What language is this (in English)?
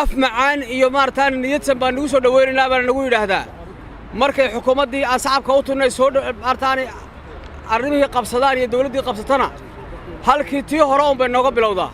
Somali